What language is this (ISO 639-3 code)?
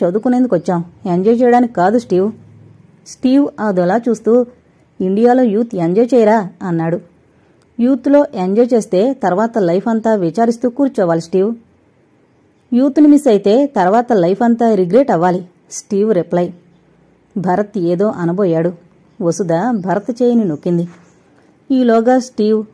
tel